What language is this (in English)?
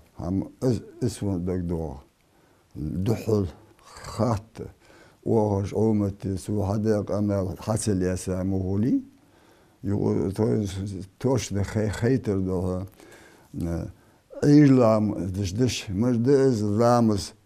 Ingush